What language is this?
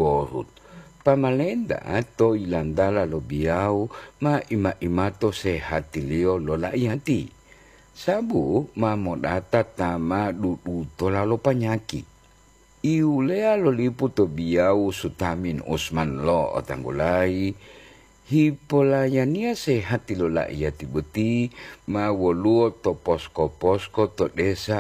Gorontalo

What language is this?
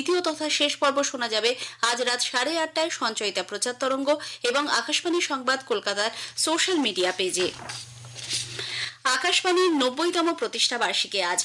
Bangla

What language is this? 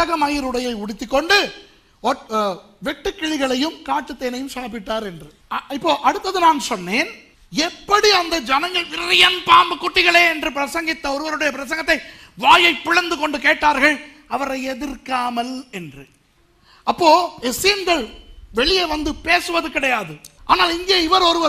Tamil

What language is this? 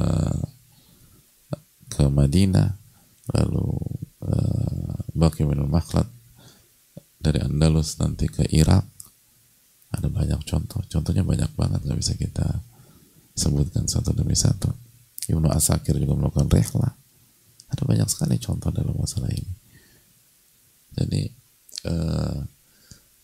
Indonesian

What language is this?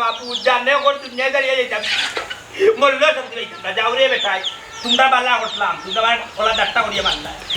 Sylheti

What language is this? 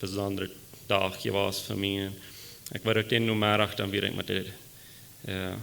Plautdietsch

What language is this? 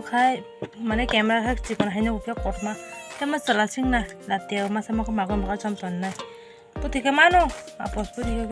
Kok Borok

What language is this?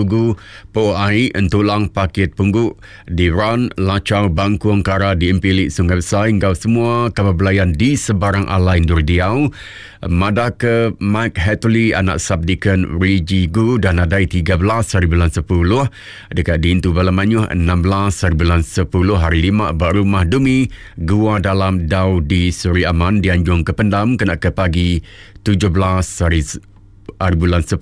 Iban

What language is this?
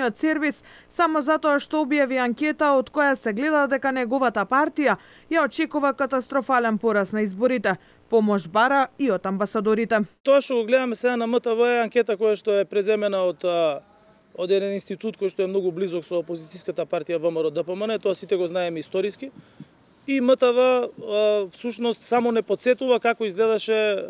Macedonian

